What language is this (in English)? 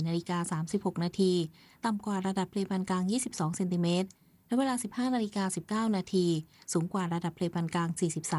Thai